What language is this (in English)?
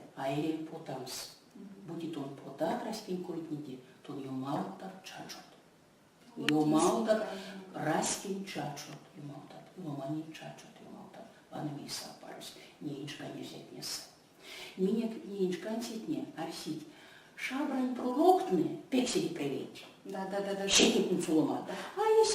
Erzya